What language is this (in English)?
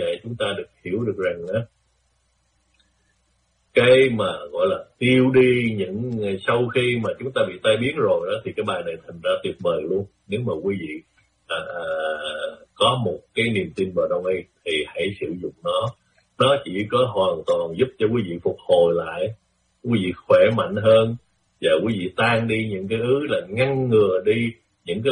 Vietnamese